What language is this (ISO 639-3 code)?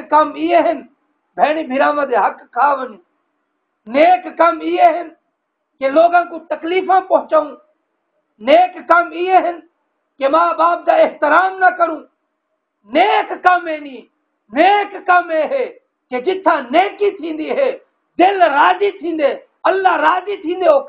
skr